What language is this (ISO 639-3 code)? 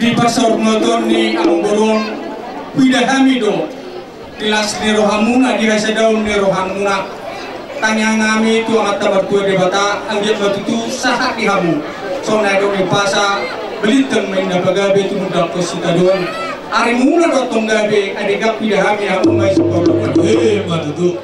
bbc